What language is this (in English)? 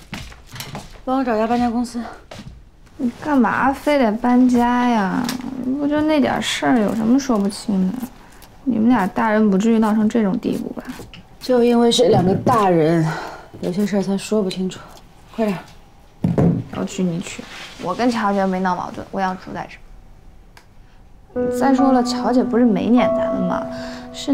Chinese